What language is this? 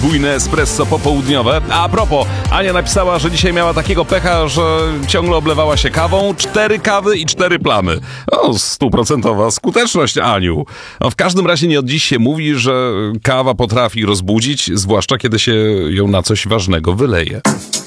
Polish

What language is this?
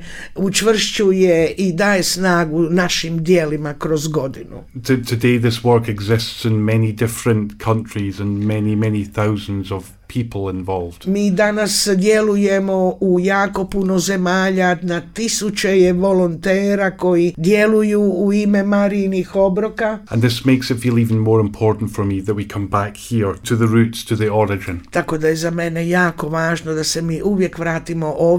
Croatian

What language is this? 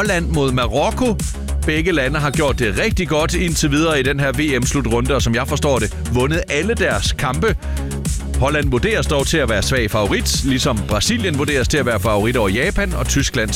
Danish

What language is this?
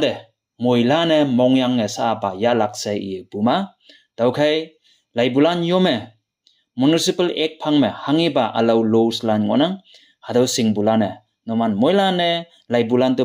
Konyak Naga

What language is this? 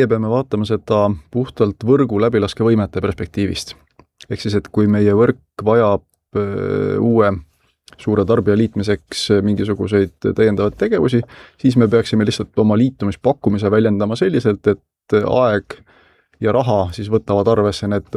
Estonian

